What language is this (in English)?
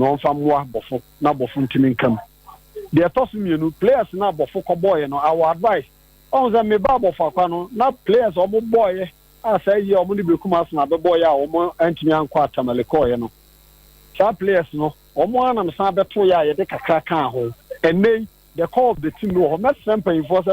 Akan